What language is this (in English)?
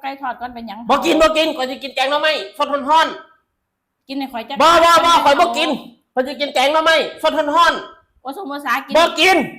Lao